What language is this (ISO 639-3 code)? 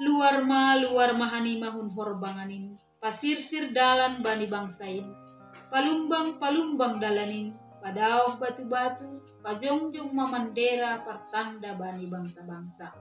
bts